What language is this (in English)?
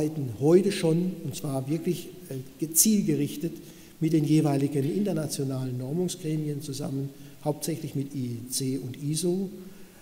German